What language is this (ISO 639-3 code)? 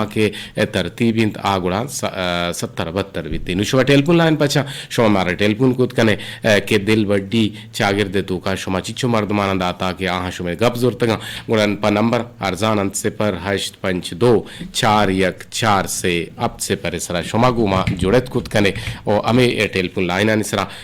bgp